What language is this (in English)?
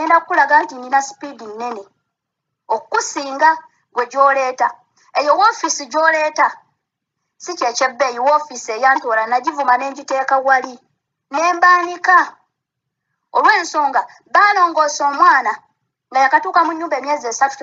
Ganda